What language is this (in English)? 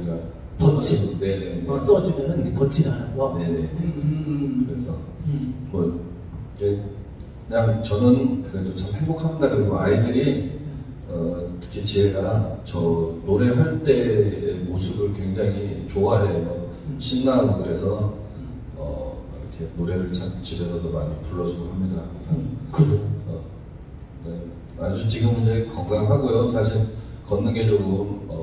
Korean